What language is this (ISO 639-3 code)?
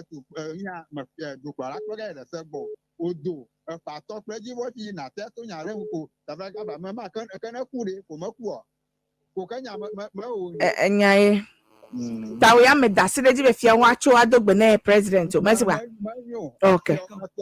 ewe